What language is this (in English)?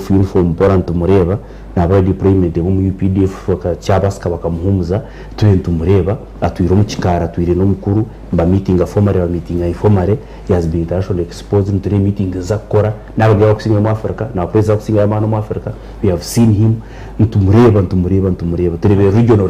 Nyankole